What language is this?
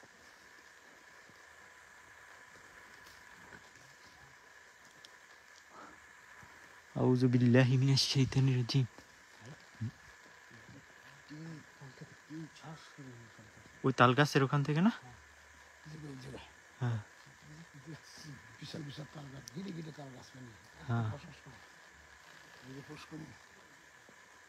Bangla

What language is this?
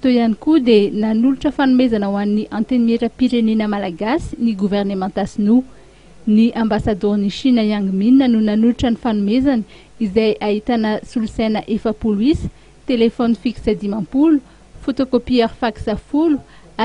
Malagasy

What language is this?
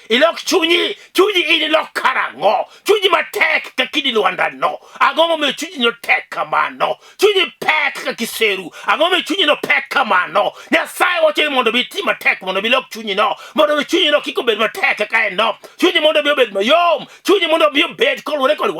Luo (Kenya and Tanzania)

